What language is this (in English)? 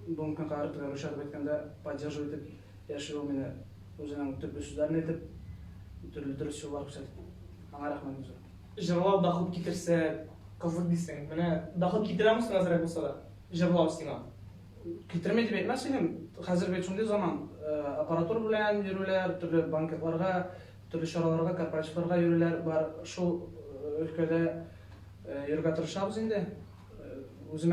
Tatar